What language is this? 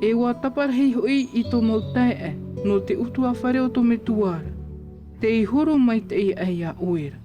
Tahitian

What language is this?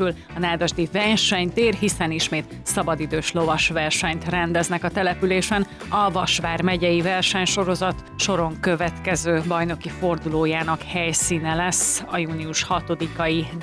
Hungarian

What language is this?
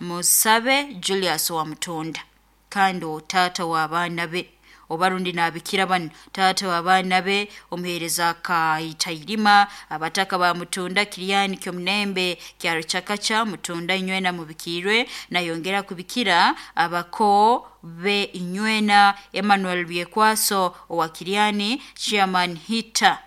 Nyoro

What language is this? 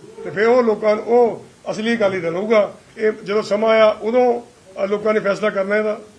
Punjabi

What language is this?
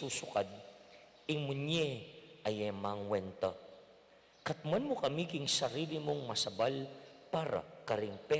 Pampanga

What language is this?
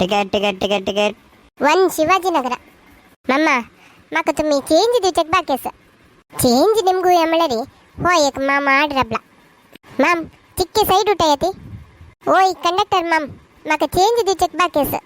Konkani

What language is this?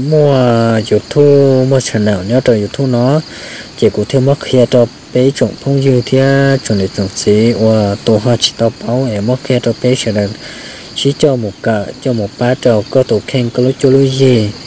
Hmong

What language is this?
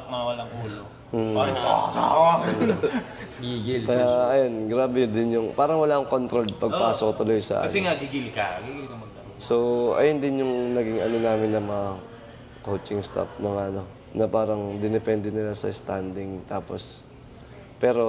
Filipino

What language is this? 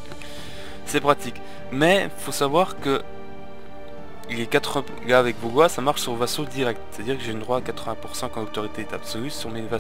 French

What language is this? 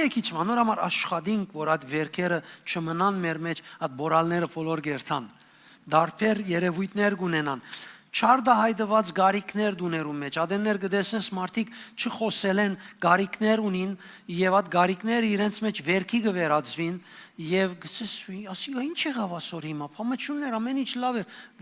Western Armenian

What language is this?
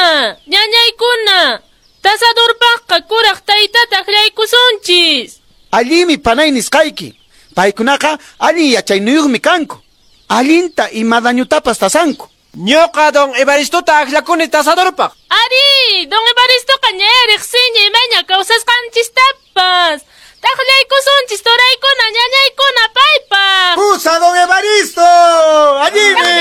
Quechua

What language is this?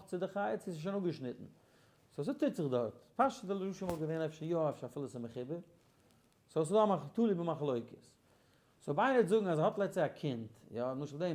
Yiddish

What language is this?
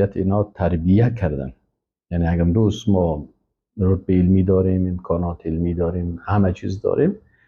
Persian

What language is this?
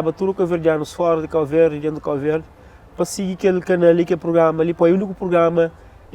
Kabuverdianu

